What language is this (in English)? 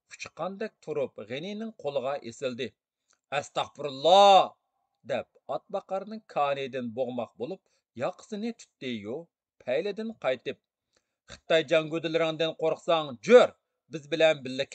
Uyghur